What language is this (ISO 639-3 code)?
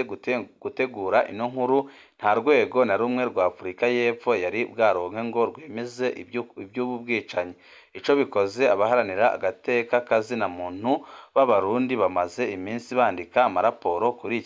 run